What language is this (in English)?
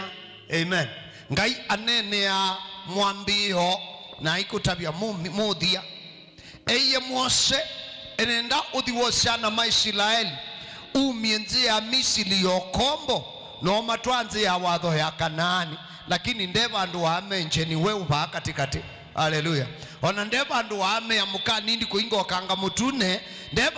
Kamba